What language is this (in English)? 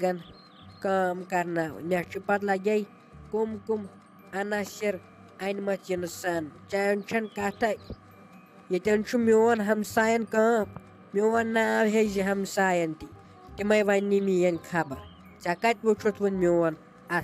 Kashmiri